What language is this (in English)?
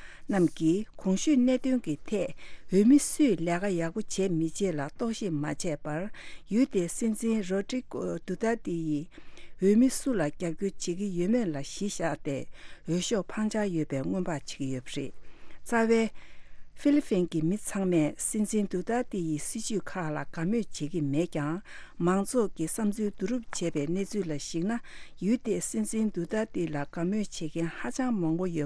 Tibetan